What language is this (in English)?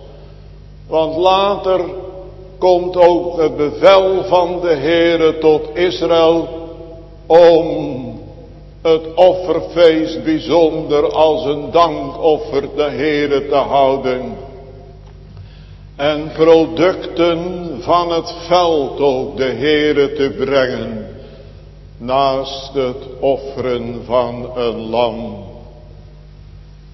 Dutch